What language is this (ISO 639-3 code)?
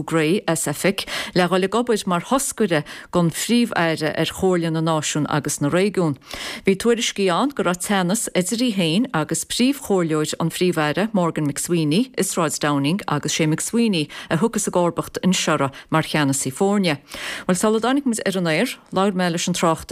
gle